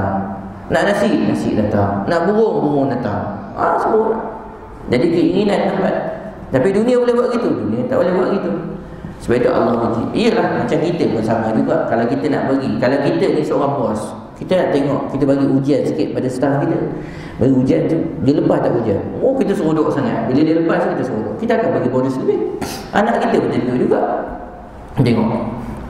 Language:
Malay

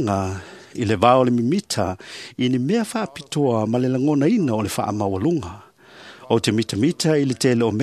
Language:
Samoan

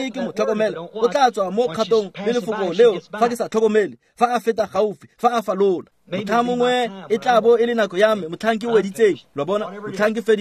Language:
Tswana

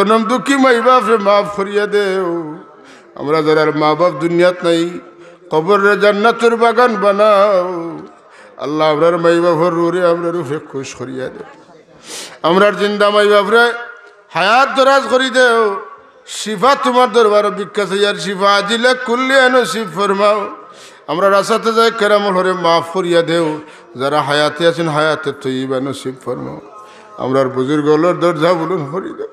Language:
Sylheti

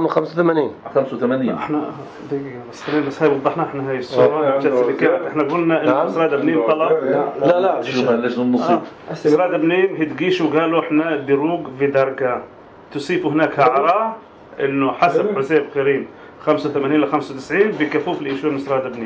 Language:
North Levantine Arabic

